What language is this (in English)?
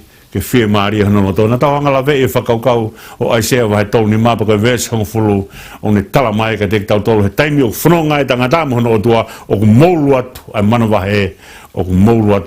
Tongan